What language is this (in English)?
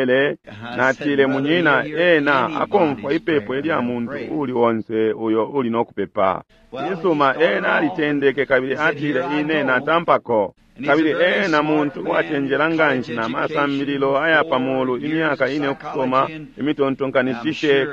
Bemba